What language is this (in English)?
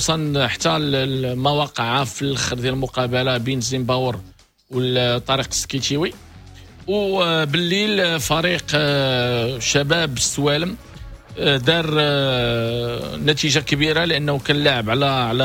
Moroccan Arabic